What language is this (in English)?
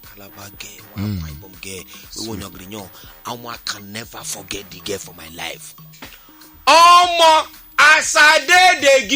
Nigerian Pidgin